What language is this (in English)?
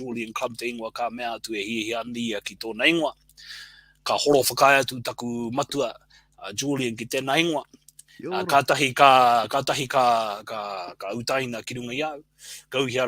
Māori